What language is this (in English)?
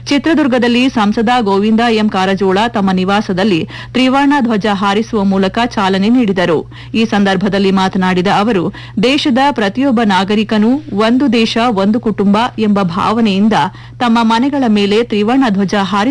Kannada